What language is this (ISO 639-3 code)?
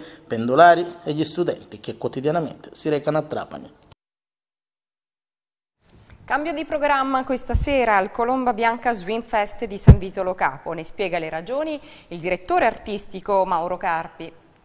ita